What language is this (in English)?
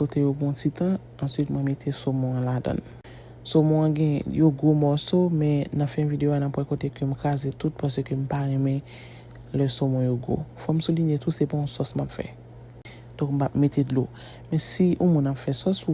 Haitian Creole